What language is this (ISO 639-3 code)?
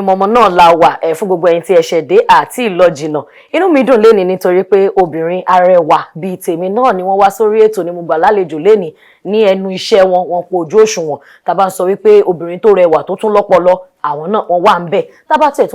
yor